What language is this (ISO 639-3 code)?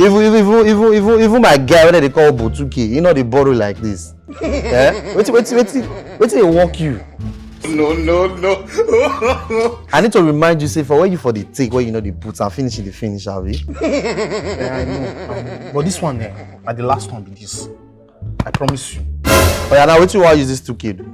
pcm